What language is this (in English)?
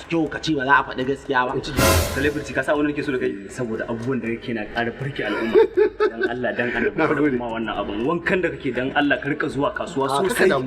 Hausa